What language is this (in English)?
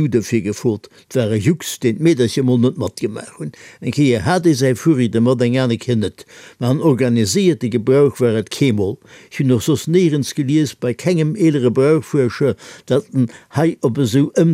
Luxembourgish